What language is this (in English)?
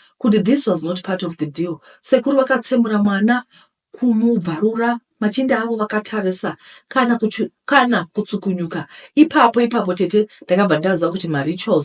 Shona